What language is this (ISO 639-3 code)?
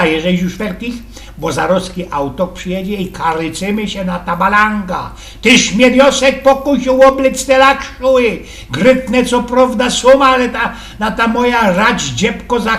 szl